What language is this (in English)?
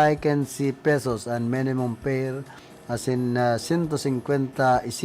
Bikol